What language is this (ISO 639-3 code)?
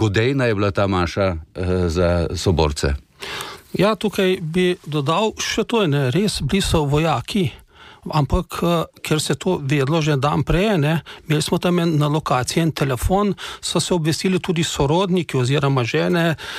slv